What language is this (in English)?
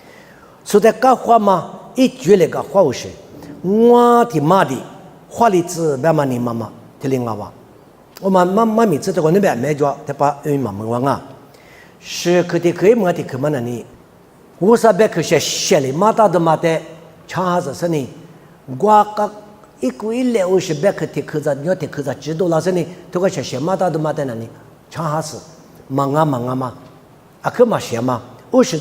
Lisu